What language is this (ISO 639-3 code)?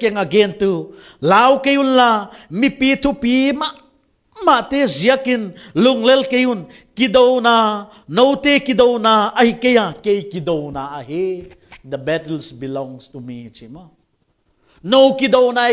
pck